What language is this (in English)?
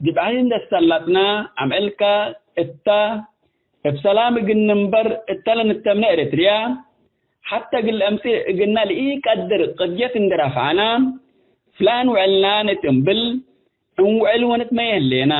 Tigre